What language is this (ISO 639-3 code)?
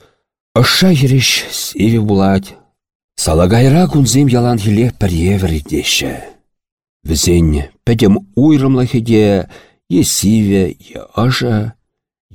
chv